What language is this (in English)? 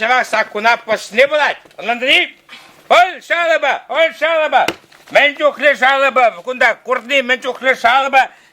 Chuvash